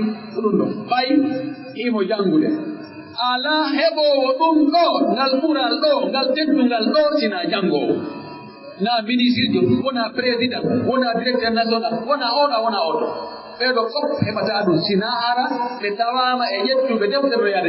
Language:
Pular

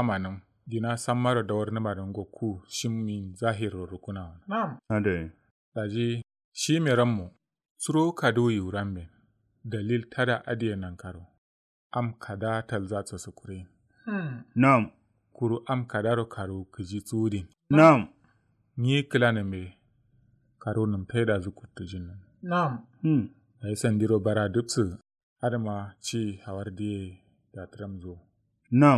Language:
Kanuri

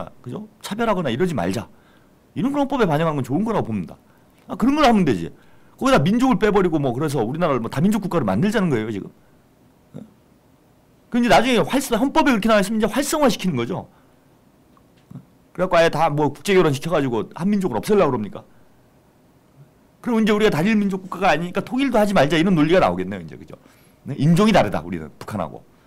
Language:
Korean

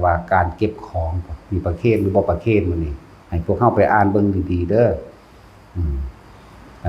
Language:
Northeastern Thai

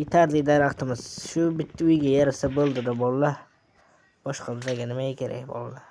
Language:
Uzbek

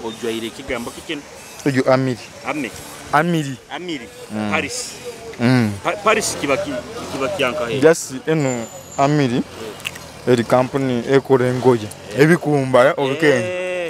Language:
Nyoro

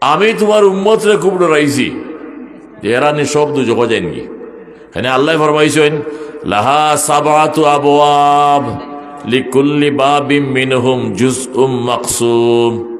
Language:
Sylheti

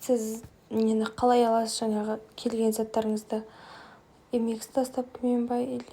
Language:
Kazakh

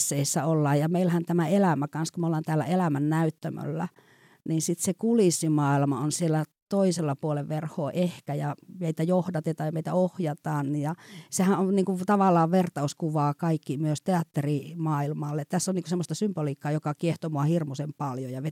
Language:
Finnish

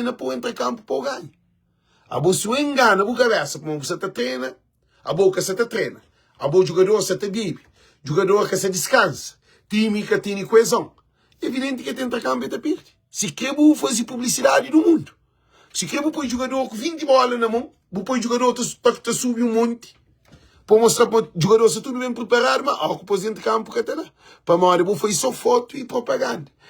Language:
Kabuverdianu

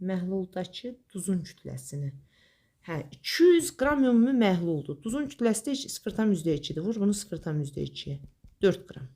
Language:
Azerbaijani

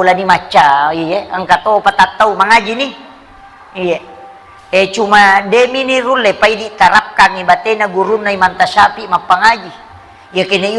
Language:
Buginese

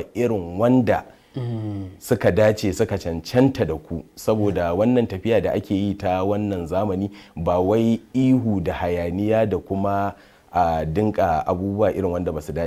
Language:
Hausa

